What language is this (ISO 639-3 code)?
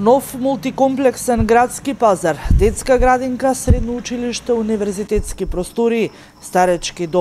mkd